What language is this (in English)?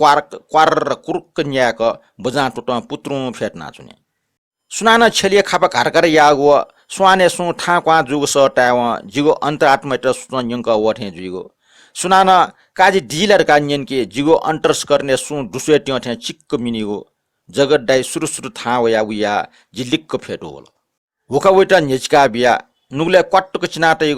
Newari